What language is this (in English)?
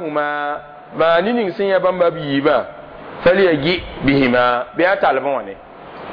Mossi